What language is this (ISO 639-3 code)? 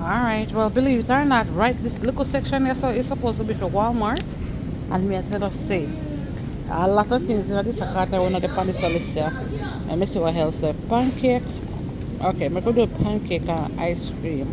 jam